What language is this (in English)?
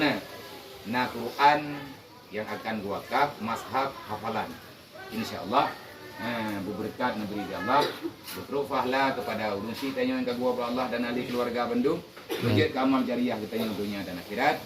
Achinese